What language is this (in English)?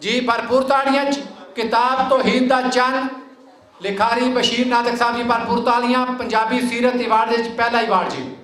Western Panjabi